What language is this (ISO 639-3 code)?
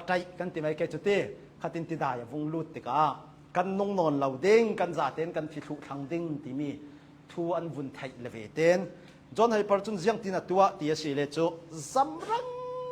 cnh